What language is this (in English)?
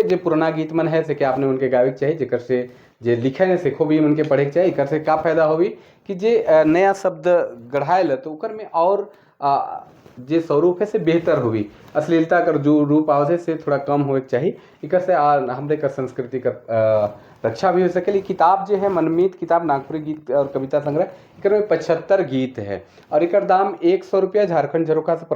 Sadri